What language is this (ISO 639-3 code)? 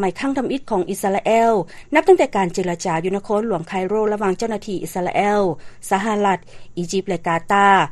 lao